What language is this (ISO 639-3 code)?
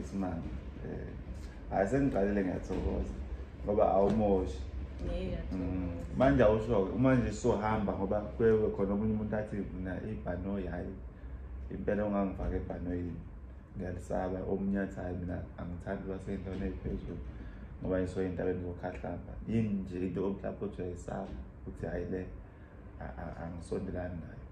zul